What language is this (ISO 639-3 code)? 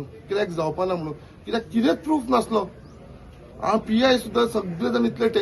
kok